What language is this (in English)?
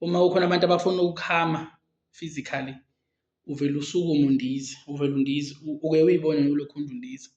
Zulu